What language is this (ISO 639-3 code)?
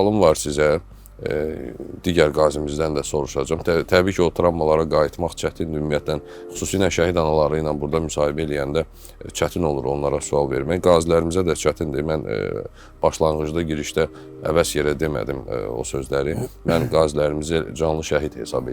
aze